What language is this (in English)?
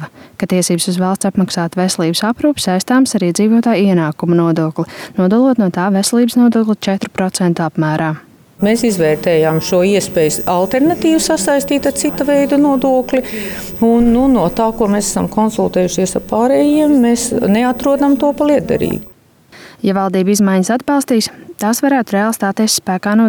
Latvian